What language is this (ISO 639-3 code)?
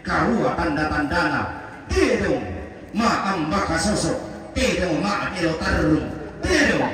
sda